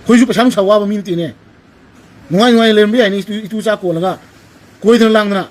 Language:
Manipuri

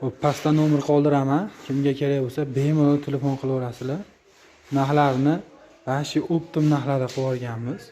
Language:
Uzbek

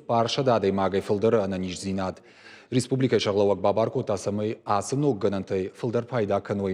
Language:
Ossetic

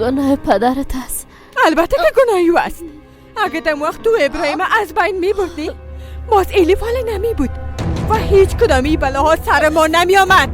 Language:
Persian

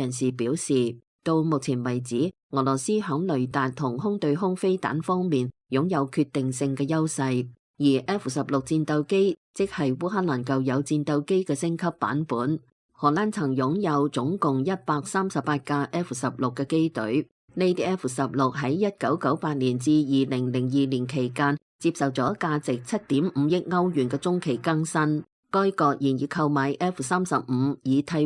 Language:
Cantonese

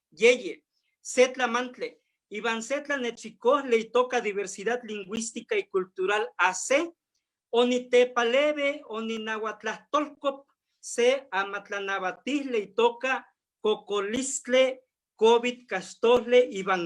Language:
Eastern Huasteca Nahuatl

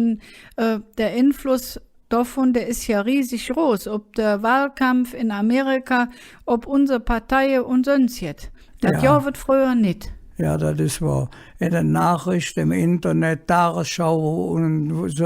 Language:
Colognian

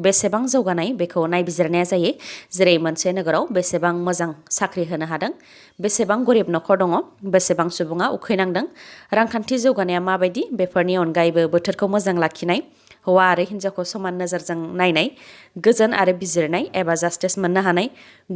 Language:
Bodo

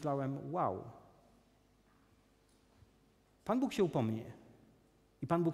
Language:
Polish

